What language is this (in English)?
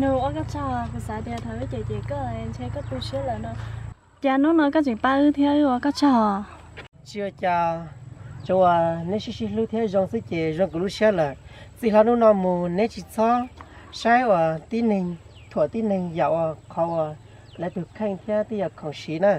Hmong